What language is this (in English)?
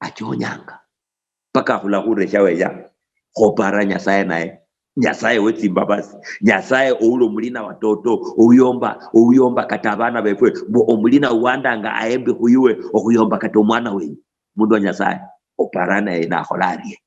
Luyia